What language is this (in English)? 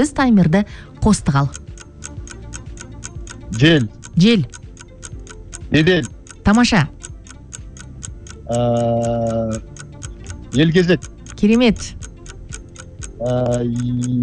Kazakh